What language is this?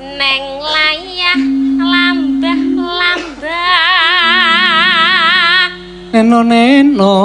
Javanese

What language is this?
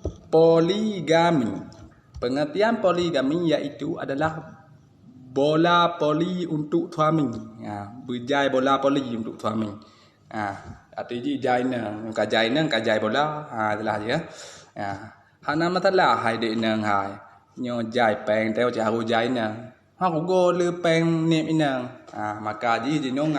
Achinese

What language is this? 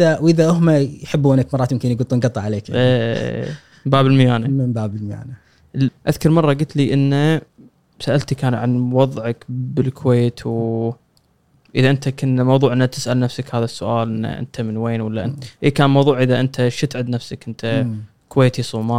Gulf Arabic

